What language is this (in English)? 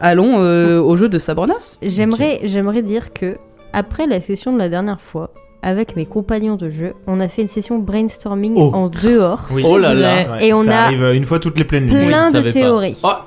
French